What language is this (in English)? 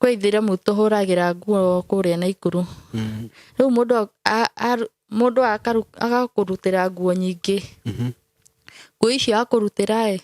Kikuyu